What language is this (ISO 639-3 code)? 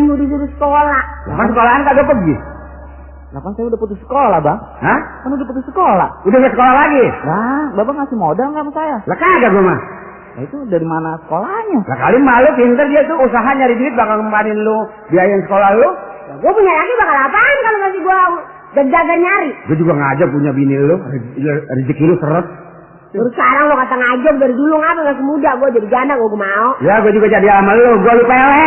bew